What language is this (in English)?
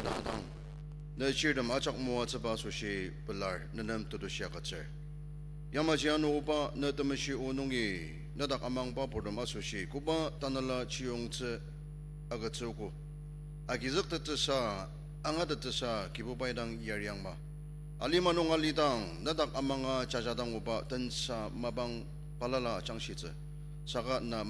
Ao Naga